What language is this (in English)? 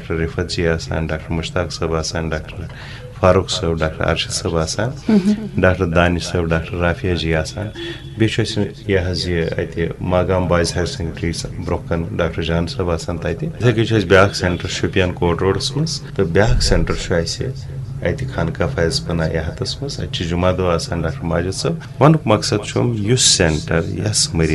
Kashmiri